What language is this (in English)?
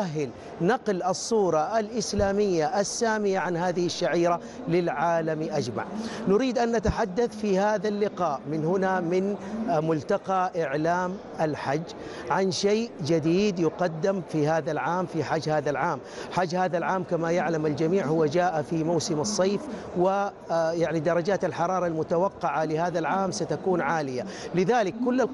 Arabic